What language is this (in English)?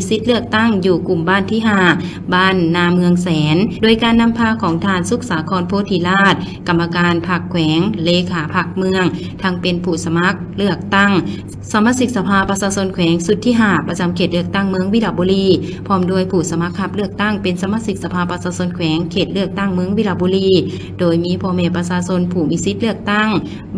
Lao